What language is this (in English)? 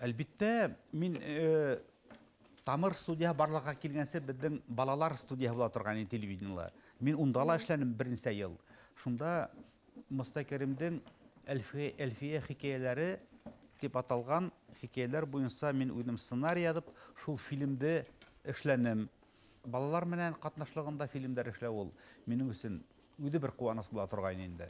Bashkir